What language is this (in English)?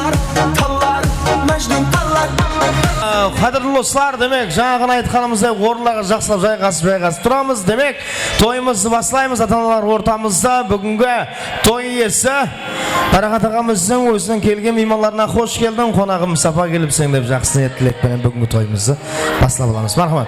Kara-Kalpak